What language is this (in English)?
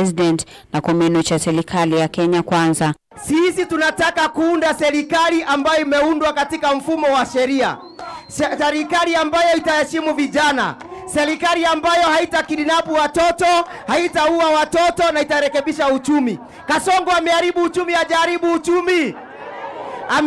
Kamba